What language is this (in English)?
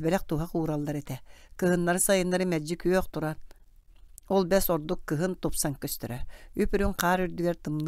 Yakut